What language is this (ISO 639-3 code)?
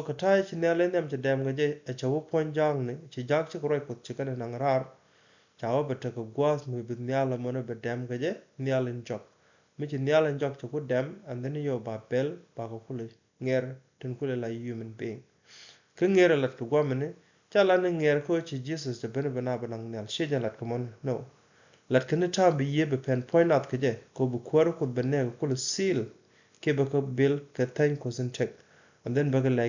nus